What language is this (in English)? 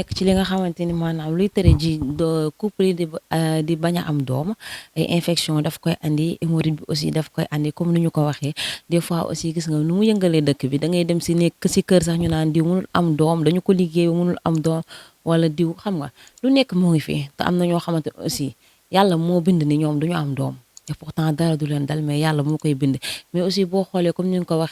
Wolof